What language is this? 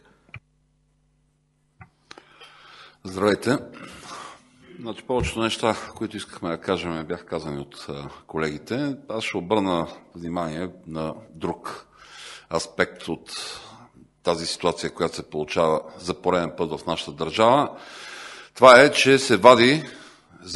Bulgarian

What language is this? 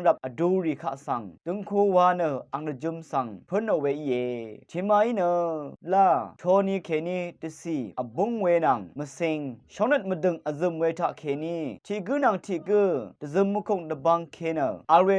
Rawang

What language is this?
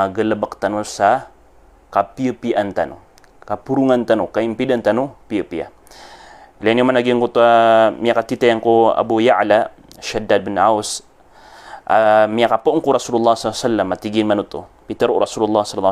Maranao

